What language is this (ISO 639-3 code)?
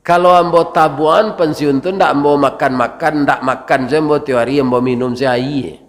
min